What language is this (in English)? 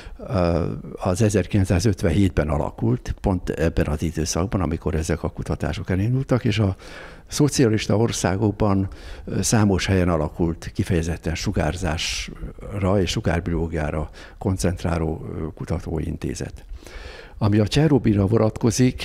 Hungarian